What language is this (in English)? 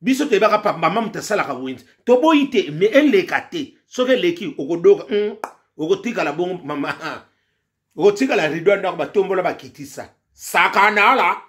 Lingala